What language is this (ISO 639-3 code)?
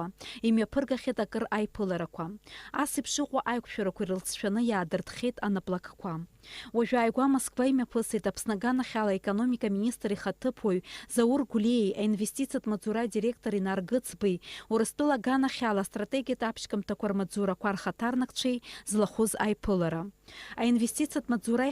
abk